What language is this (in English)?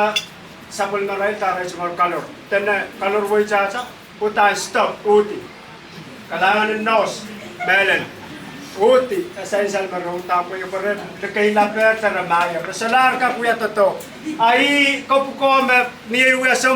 Pohnpeian